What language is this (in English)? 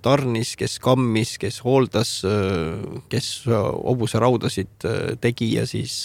Estonian